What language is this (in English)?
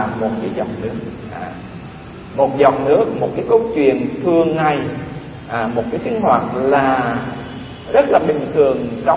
Vietnamese